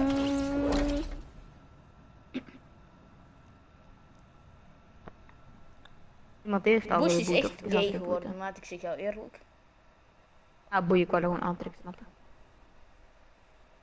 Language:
Dutch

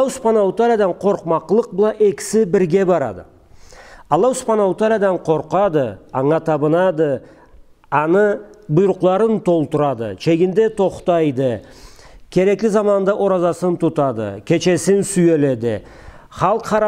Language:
Karachay-Balkar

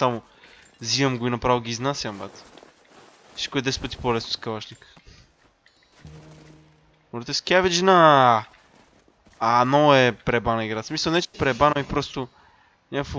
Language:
Bulgarian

